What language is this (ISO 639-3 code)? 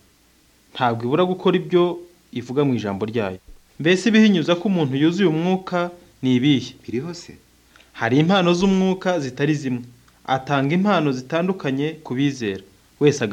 kin